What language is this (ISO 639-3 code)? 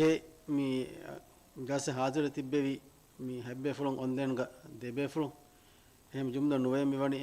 div